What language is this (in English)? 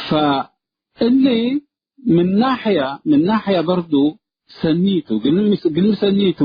Tigre